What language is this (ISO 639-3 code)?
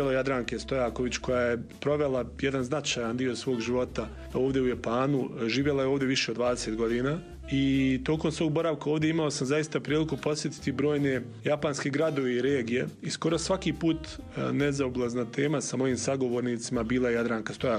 srp